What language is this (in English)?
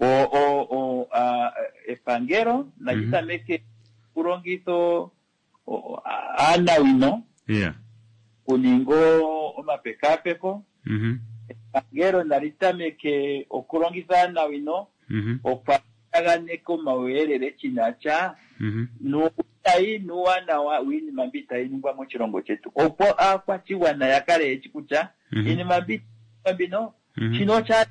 Kuanyama